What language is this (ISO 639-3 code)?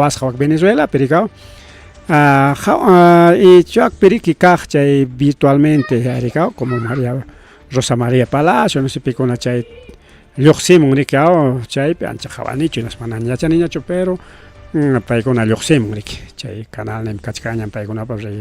quy